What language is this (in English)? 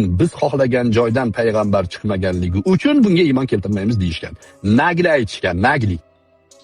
Uzbek